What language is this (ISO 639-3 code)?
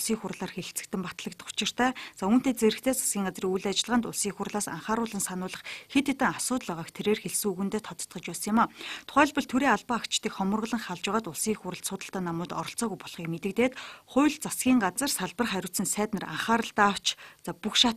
mon